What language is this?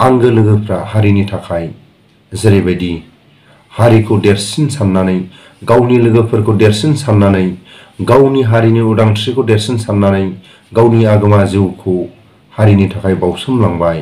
Bodo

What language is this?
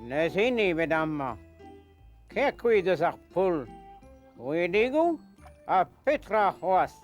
Breton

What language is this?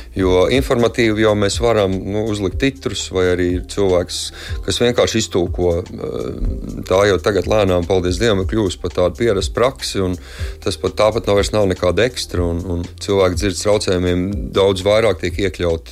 Latvian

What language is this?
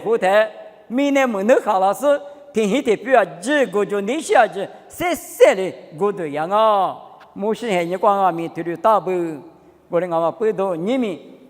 Lisu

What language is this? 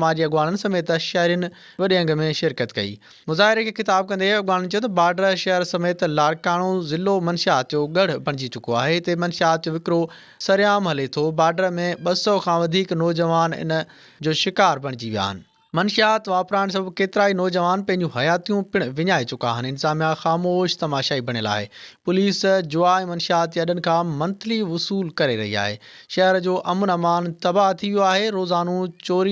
Sindhi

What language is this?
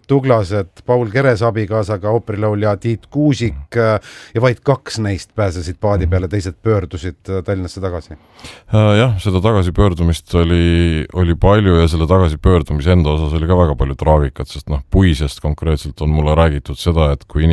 Estonian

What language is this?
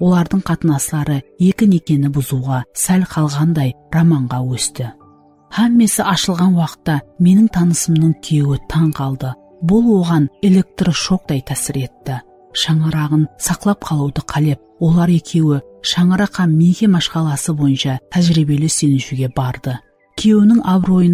Kara-Kalpak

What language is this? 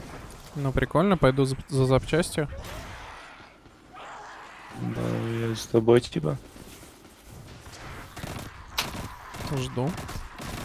Russian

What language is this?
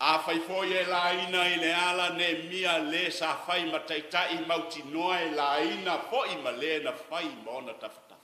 Samoan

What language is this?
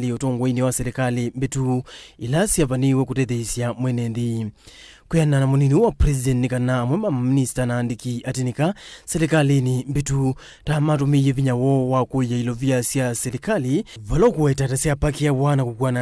Kamba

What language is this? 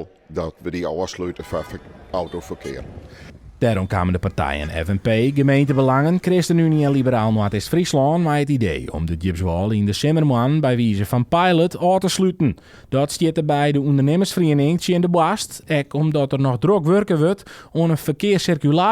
Western Frisian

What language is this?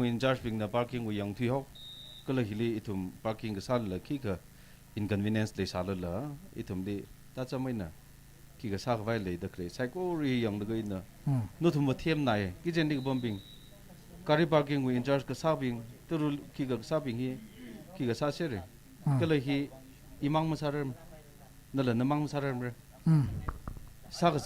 Tangkhul Naga (India)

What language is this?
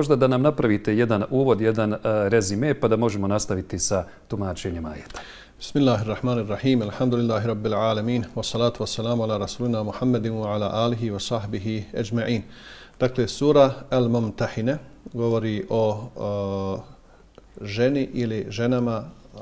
Bosnian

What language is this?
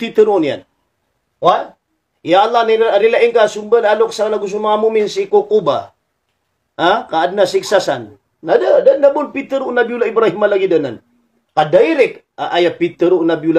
Maranao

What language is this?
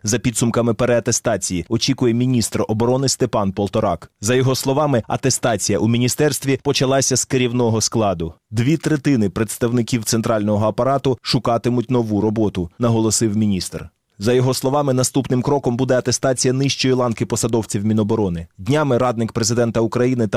Ukrainian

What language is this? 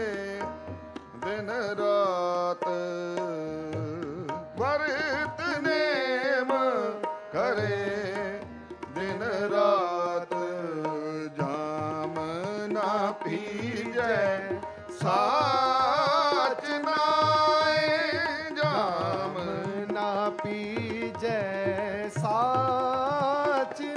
Punjabi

